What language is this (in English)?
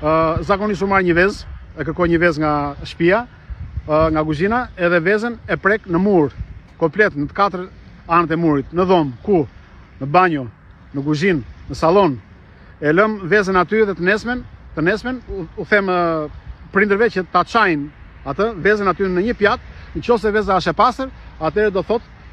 Albanian